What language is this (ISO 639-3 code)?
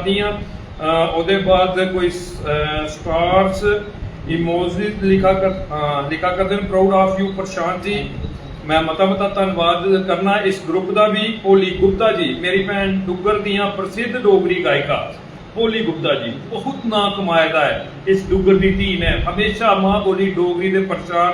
doi